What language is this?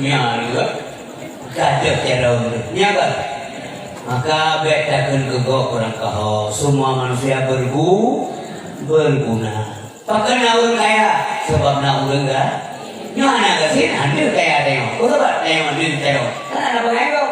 Achinese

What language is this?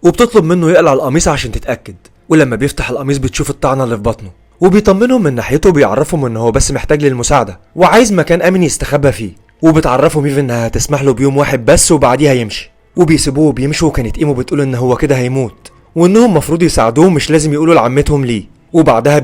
Egyptian Arabic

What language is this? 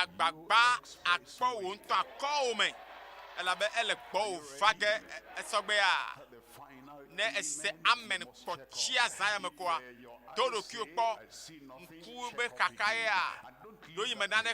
Ewe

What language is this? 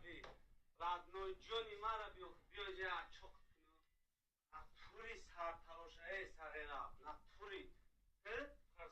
Tajik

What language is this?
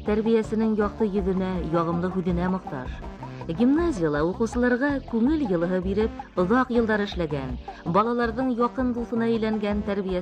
Bashkir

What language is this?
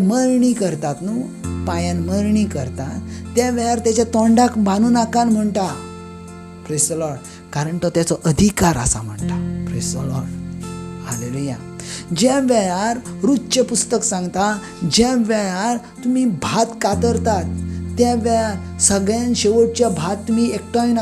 Konkani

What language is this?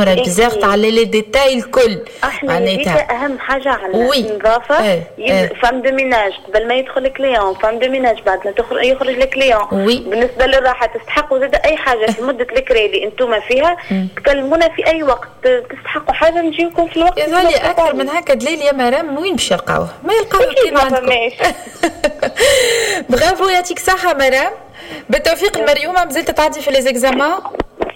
Tunisian Arabic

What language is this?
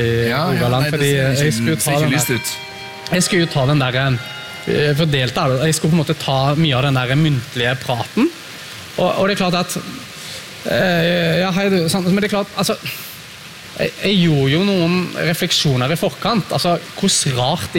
Norwegian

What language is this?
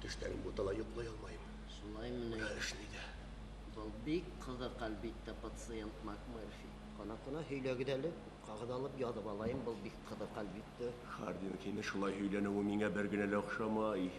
Bashkir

